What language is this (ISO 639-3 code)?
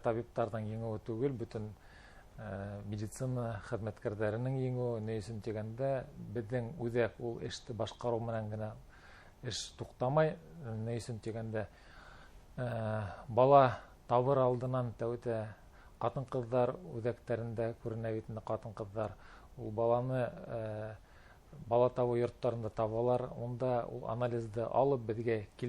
bak